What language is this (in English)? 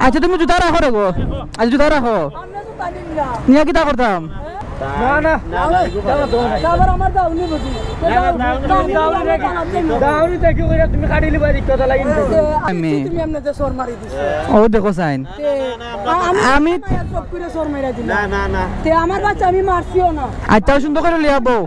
Sylheti